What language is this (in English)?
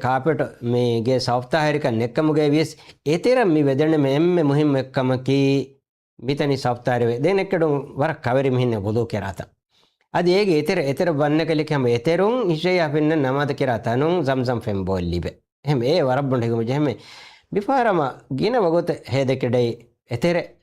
Divehi